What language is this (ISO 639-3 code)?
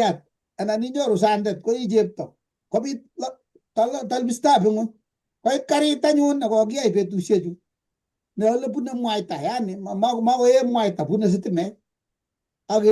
kln